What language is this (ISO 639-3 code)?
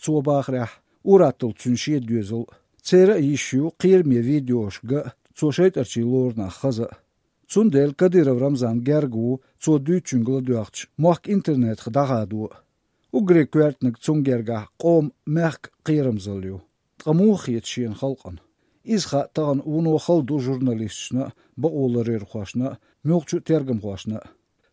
che